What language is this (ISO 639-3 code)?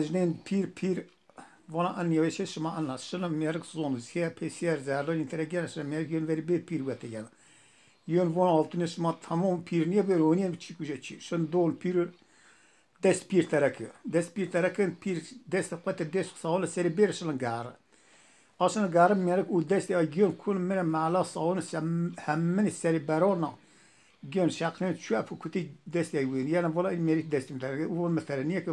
zza